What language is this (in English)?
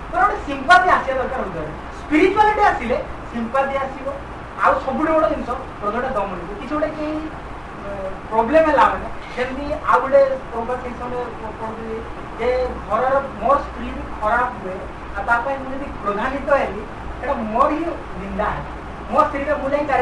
Odia